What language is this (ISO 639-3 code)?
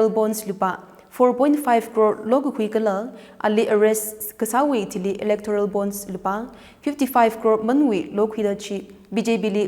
nmf